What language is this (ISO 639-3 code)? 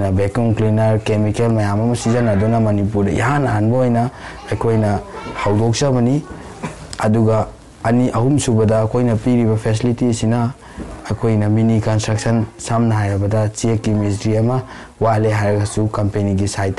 mni